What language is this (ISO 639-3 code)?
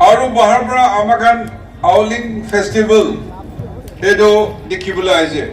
nag